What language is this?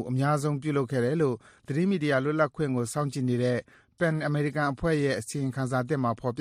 Burmese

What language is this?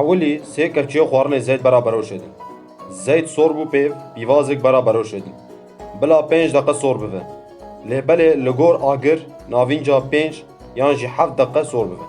Kurdish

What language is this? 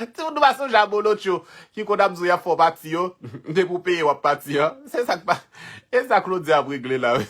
Haitian Creole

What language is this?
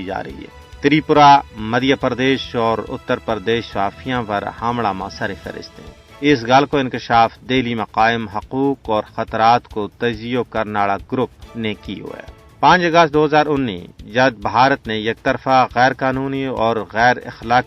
Gujari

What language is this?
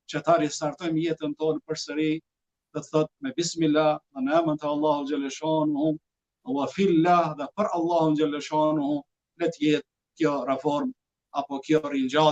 Albanian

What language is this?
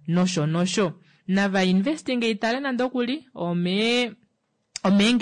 Kuanyama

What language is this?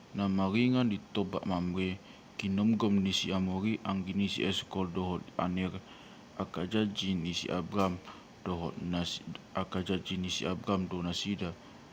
Batak Toba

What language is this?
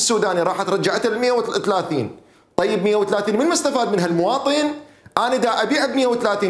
Mesopotamian Arabic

